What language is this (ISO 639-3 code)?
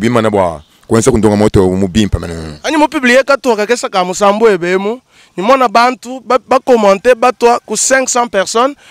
lua